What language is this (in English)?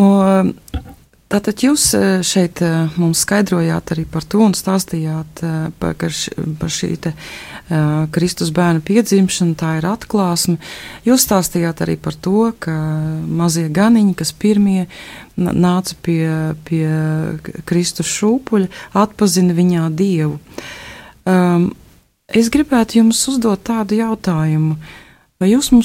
Latvian